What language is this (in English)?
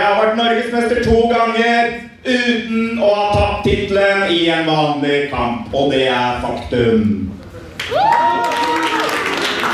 Norwegian